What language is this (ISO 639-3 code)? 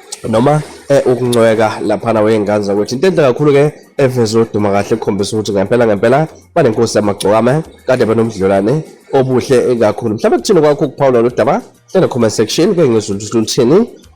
zul